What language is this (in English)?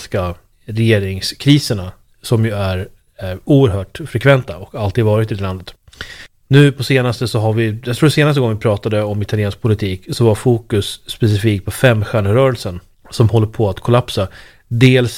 Swedish